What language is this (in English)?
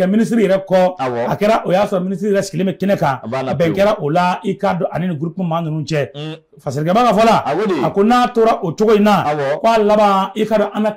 Bambara